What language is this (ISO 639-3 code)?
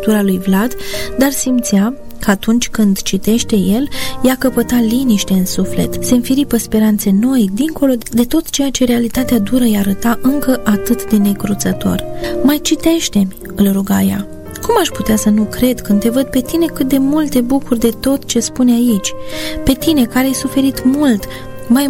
ron